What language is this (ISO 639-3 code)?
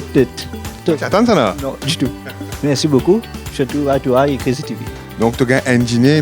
mfe